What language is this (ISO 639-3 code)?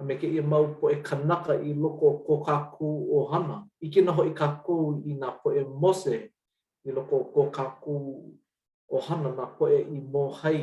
haw